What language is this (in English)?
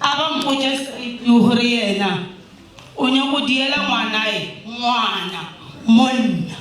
Northern Sotho